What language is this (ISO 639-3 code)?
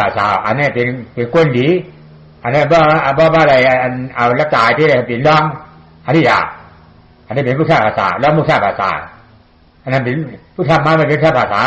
shn